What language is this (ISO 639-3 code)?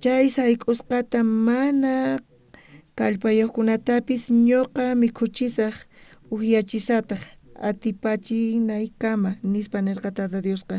quh